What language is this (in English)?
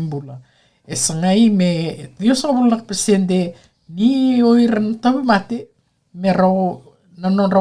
Fijian